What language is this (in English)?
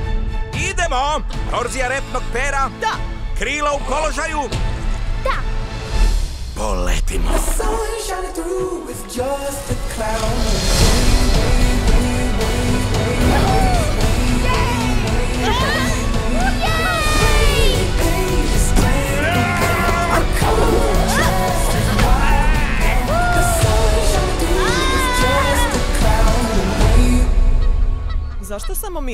Croatian